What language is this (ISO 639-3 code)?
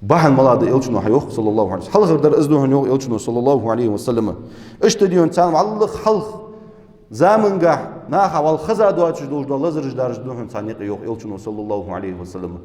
inh